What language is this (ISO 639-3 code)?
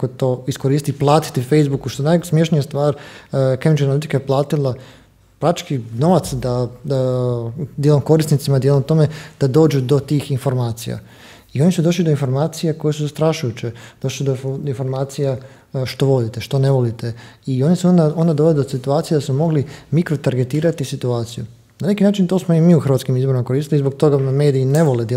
hrv